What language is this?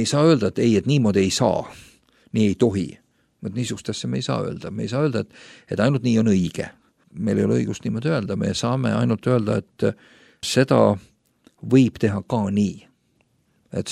Estonian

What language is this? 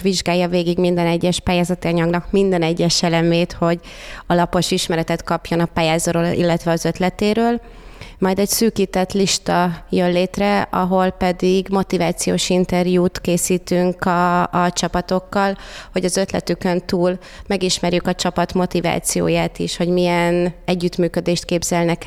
Hungarian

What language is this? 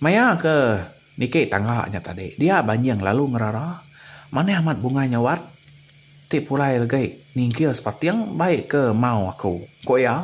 Iban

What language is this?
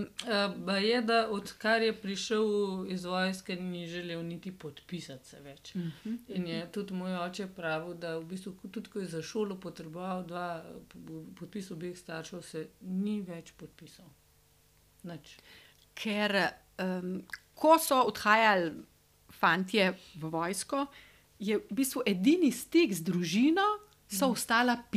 Slovenian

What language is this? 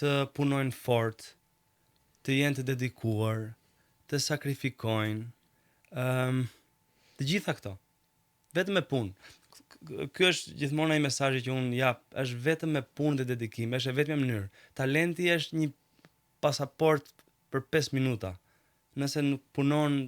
Albanian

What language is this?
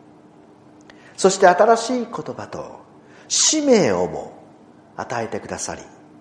Japanese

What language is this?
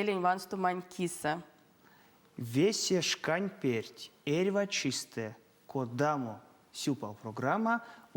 Erzya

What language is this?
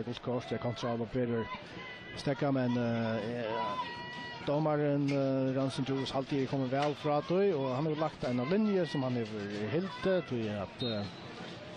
Faroese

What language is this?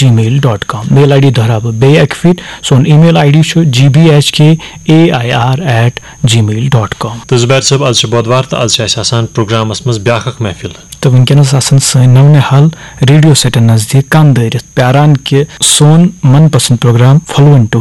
Kashmiri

